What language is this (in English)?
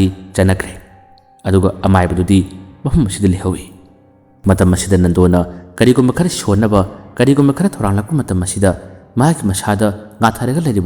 Manipuri